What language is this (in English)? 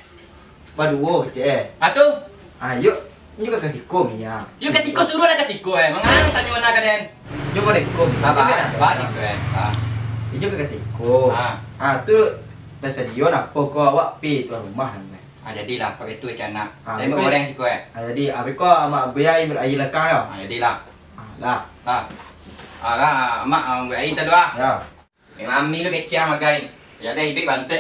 Minangkabau